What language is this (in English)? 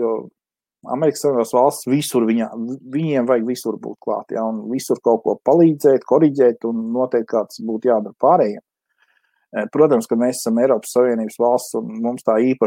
Latvian